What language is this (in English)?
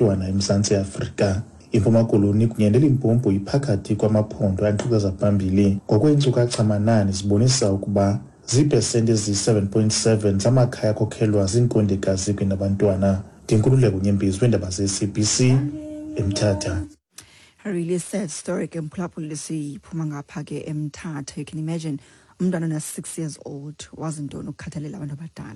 Xhosa